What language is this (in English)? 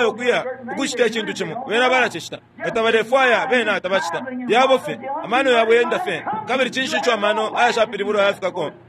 Bemba